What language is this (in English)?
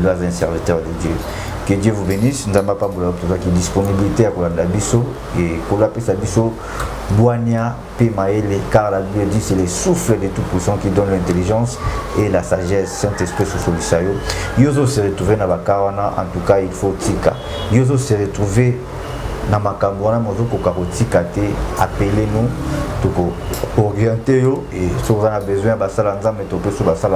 Lingala